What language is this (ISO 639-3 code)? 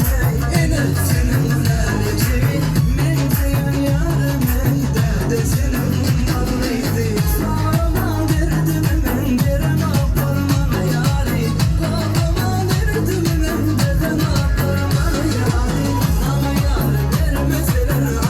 tuk